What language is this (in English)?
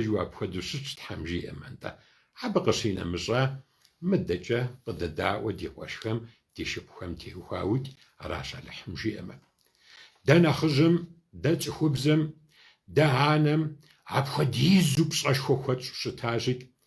Kabardian